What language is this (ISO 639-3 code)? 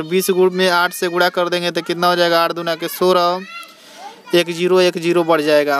hin